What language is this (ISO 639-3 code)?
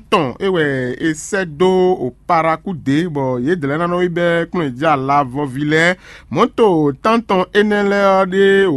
fon